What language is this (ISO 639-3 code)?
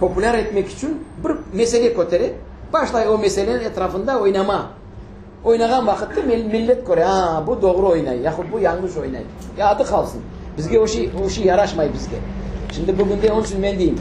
crh